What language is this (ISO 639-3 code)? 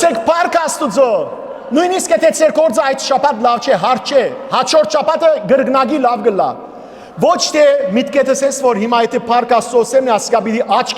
hyw